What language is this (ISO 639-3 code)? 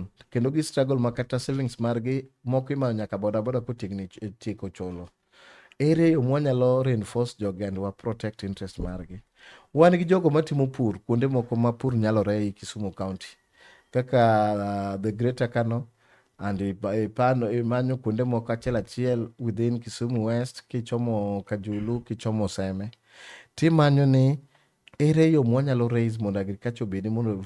luo